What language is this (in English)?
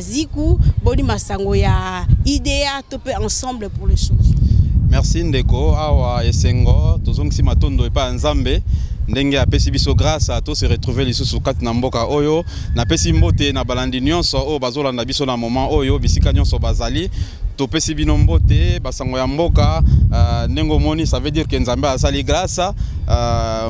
Lingala